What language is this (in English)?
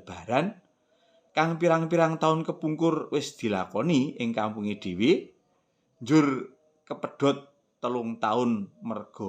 Javanese